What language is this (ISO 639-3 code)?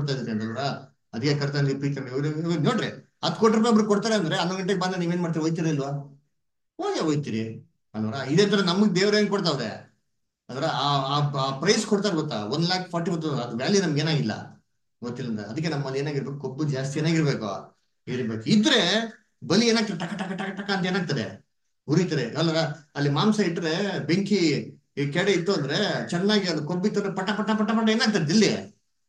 kan